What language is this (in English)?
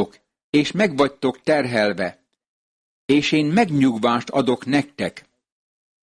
Hungarian